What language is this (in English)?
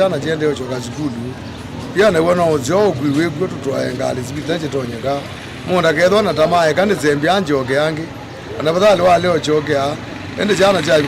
Kamba